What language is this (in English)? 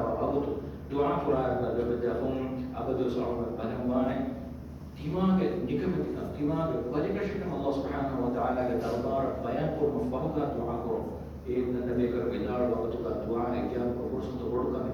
Divehi